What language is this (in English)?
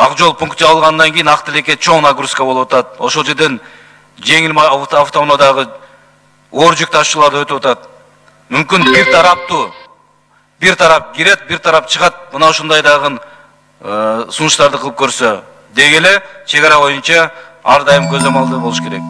Kyrgyz